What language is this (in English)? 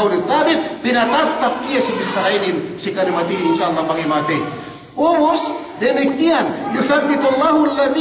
Yakan